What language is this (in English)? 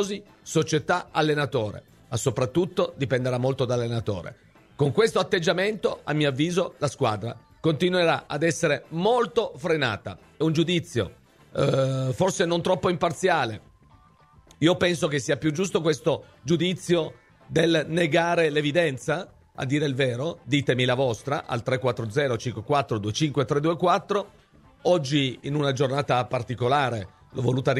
Italian